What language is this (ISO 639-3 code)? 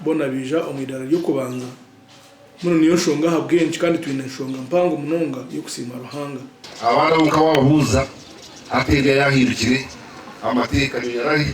nyn